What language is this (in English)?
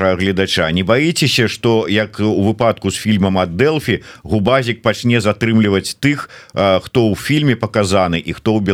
Belarusian